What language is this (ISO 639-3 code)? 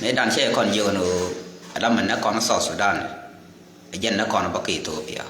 nus